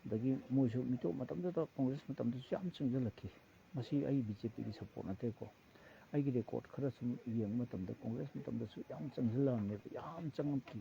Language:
Manipuri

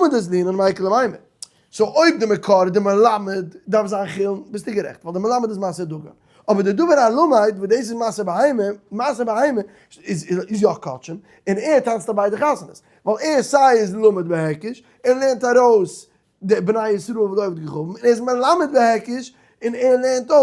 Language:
Yiddish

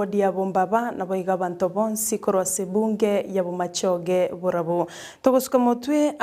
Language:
Gusii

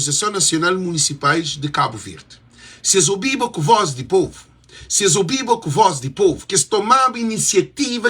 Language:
Kabuverdianu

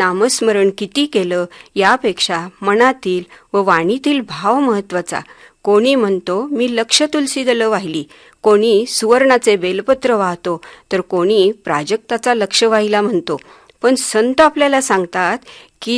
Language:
Marathi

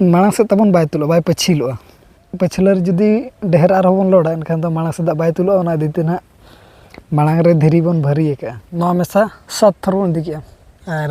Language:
Santali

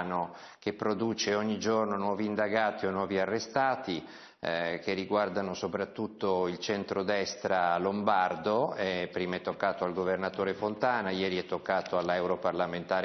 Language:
Italian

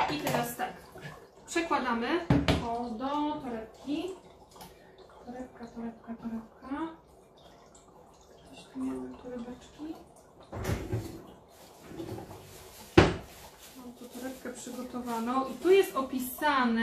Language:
Polish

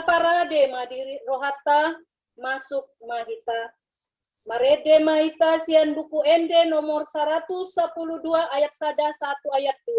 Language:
Batak Toba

